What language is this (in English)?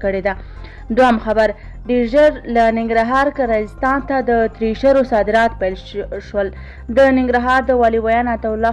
Pashto